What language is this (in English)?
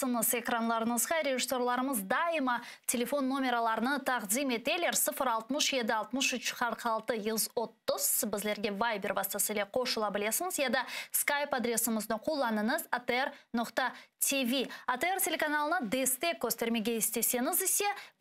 Crimean Tatar